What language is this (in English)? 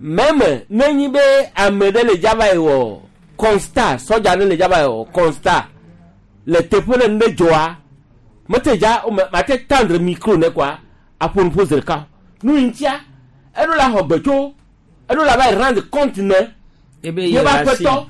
Gen